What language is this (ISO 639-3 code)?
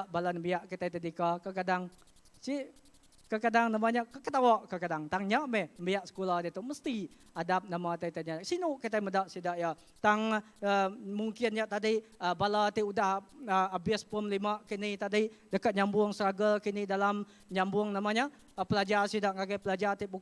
iba